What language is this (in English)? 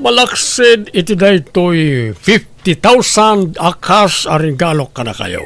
Iloko